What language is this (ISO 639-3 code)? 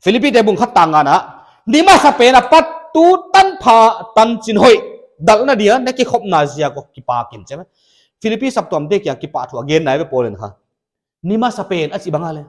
pck